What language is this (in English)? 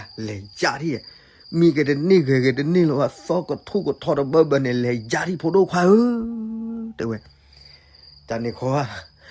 S'gaw Karen